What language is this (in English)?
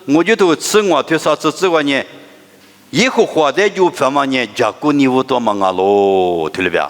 Lisu